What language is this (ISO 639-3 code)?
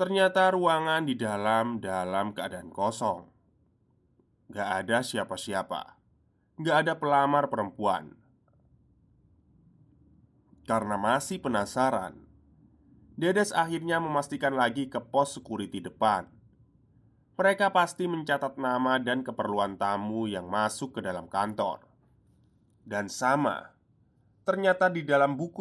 ind